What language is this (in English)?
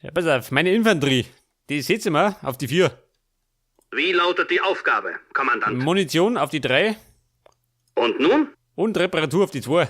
Bavarian